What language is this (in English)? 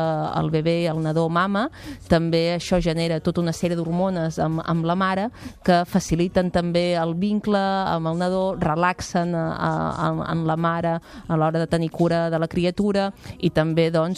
Catalan